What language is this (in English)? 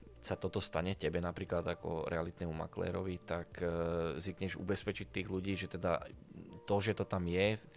Slovak